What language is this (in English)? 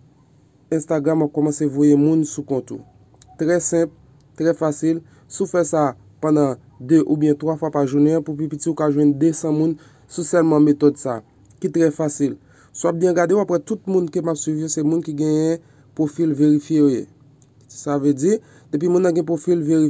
Haitian Creole